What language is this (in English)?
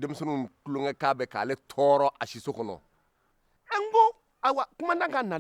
Bambara